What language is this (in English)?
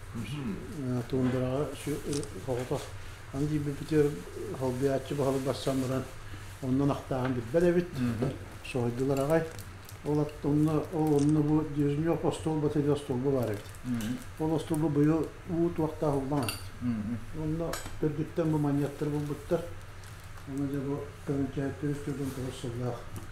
Yakut